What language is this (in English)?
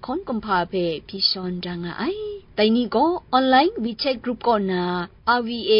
Kachin